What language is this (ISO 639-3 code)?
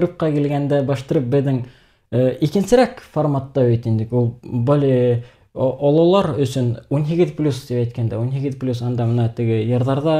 bak